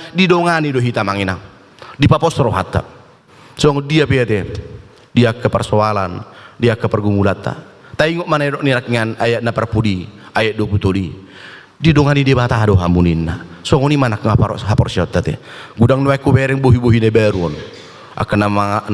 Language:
Batak Toba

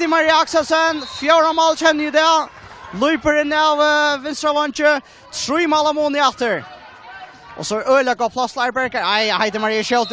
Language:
Faroese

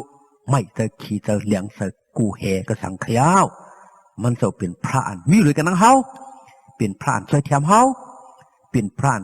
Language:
Shan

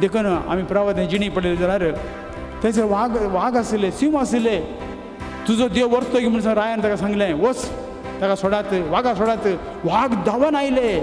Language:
Konkani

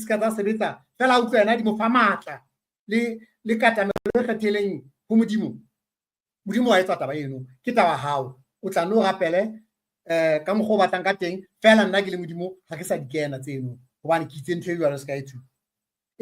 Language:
Southern Sotho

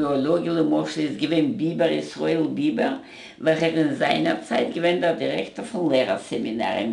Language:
Yiddish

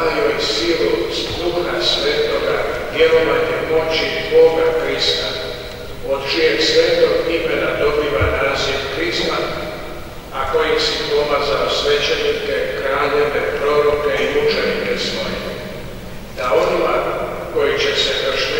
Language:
Croatian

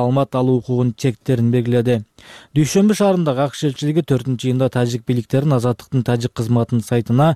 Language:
Kyrgyz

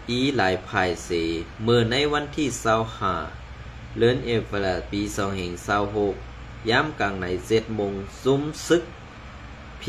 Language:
Shan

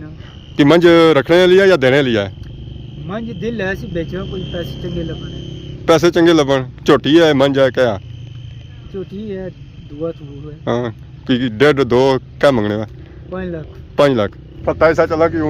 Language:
Pahari-Potwari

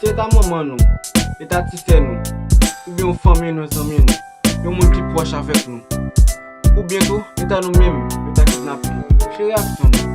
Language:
Haitian Creole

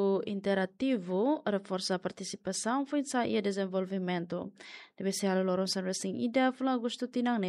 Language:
Tetum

